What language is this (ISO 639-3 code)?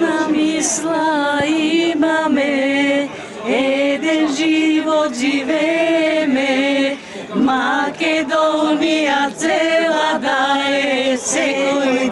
mkd